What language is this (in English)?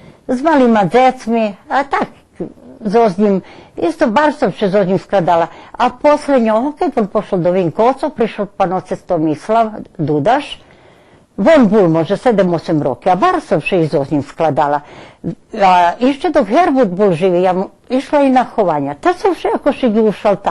Rusyn